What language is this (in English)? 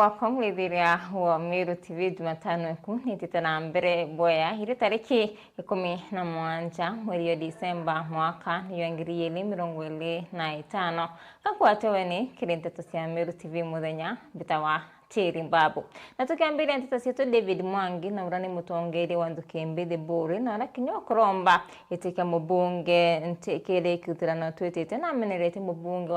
Meru